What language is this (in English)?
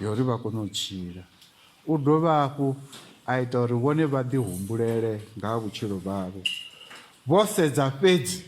Venda